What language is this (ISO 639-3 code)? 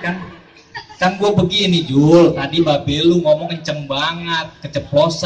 bew